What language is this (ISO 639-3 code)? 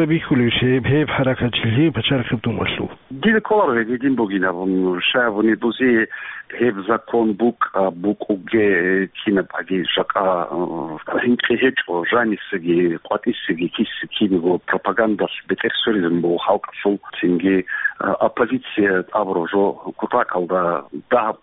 ava